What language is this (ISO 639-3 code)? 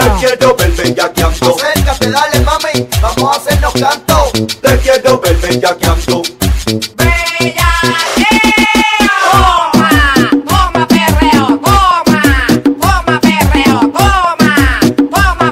spa